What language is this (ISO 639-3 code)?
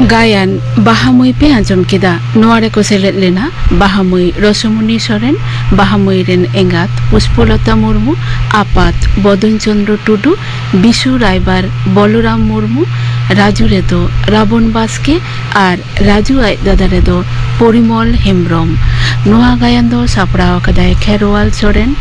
sat